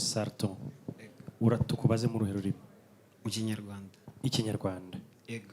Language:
Kinyarwanda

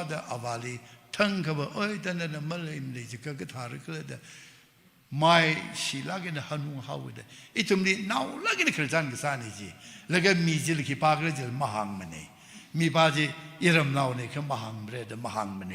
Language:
Tangkhul Naga (India)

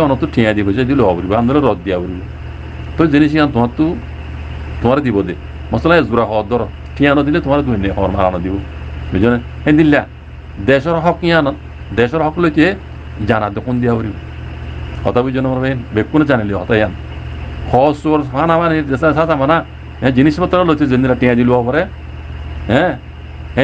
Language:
Rohingya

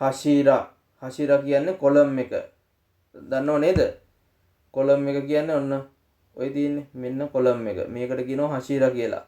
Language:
Sinhala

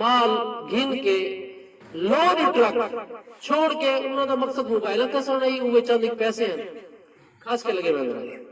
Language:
Saraiki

